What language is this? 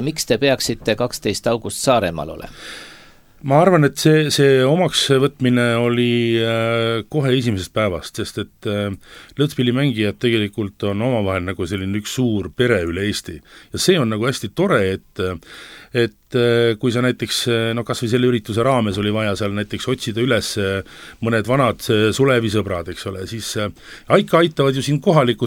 Estonian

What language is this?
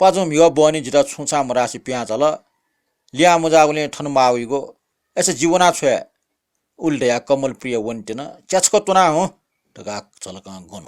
Newari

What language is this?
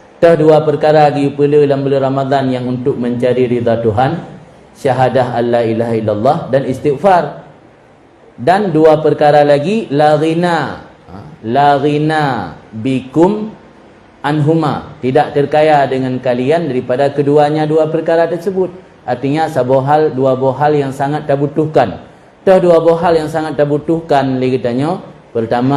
Achinese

